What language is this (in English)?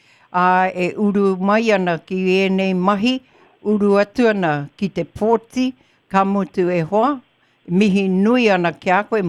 Māori